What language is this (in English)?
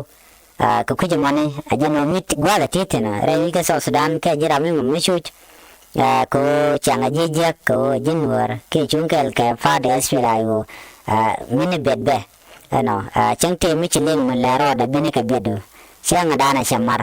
Nuer